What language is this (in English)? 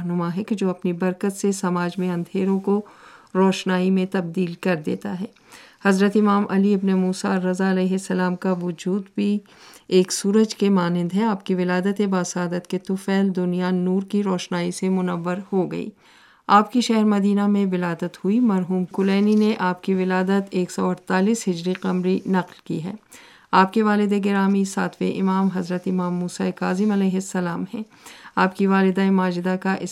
Urdu